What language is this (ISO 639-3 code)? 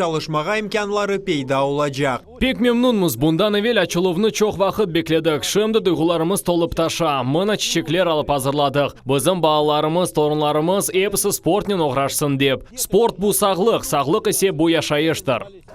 crh